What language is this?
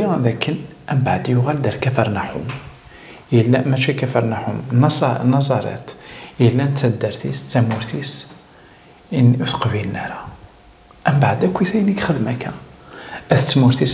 Kabyle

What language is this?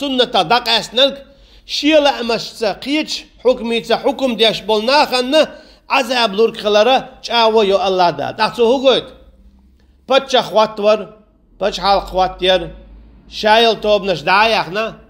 Chechen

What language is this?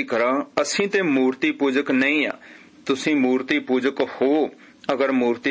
Punjabi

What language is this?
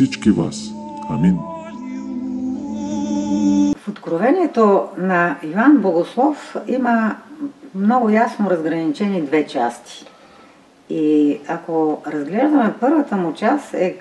Bulgarian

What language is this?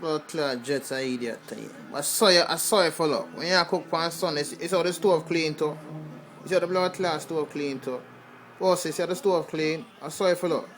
Jamaican Creole English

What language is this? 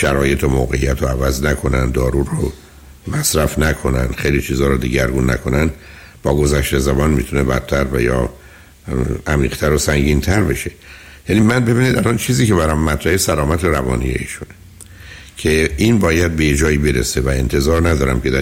Persian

